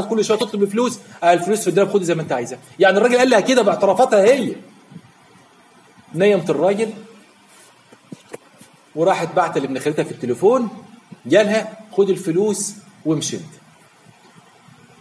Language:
Egyptian Arabic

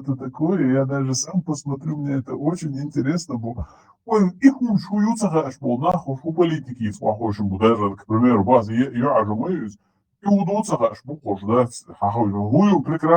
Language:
Chechen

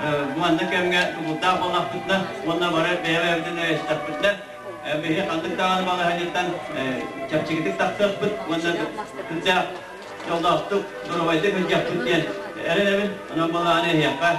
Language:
Yakut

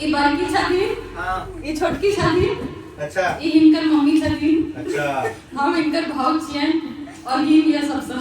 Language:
Maithili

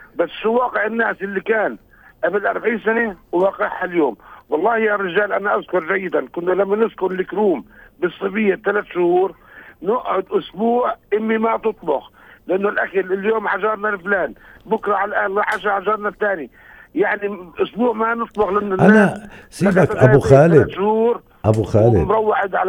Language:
North Levantine Arabic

